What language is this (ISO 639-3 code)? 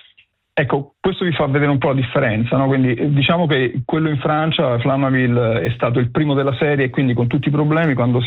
ita